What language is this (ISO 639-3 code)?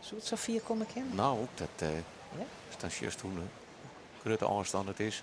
fry